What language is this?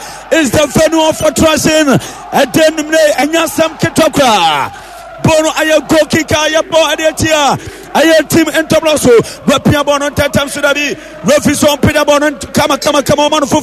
Akan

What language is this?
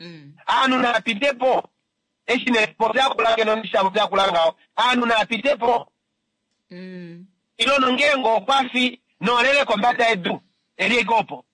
Kuanyama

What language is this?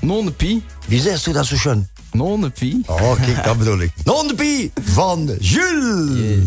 Limburgish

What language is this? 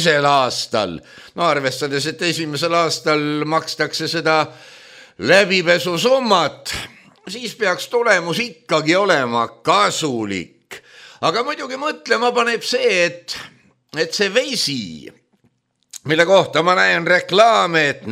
Estonian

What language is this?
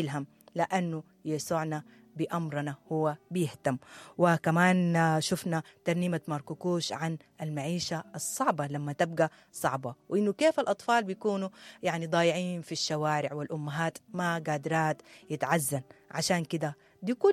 Sudanese Arabic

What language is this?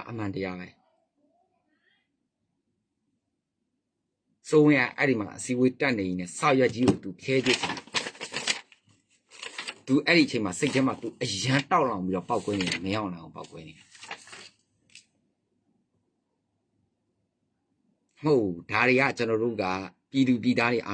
Burmese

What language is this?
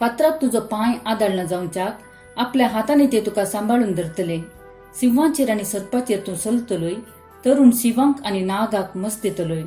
Konkani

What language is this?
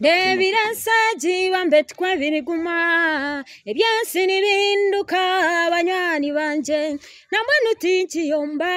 Nyankole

